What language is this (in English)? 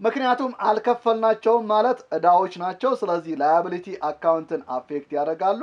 Amharic